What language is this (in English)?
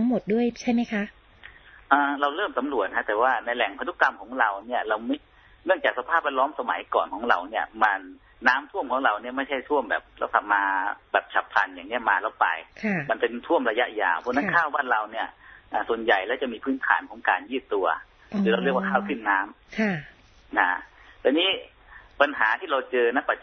Thai